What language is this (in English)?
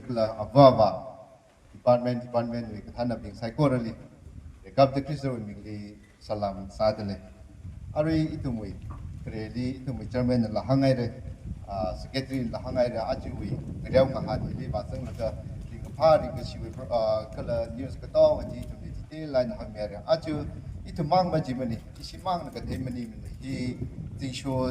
Tangkhul Naga (India)